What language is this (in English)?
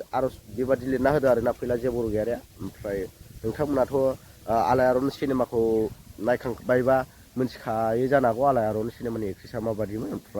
Bodo